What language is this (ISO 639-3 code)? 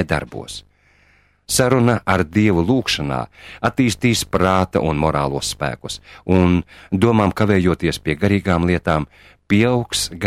lav